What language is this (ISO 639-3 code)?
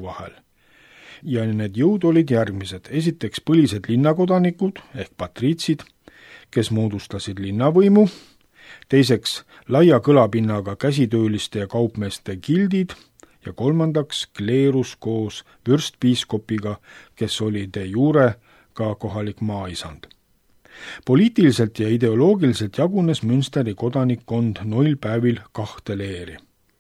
est